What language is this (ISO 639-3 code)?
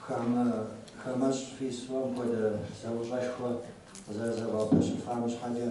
kbd